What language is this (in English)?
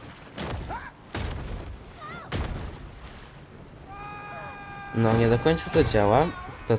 Polish